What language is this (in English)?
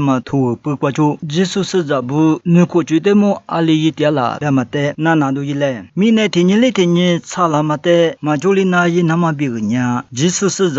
Lisu